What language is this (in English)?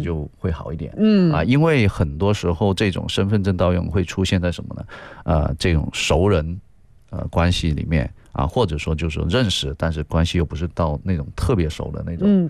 Chinese